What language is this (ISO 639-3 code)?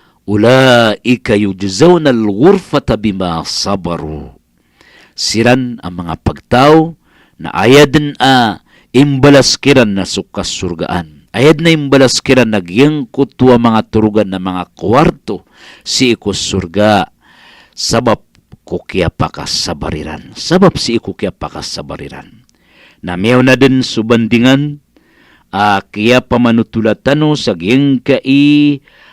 mrw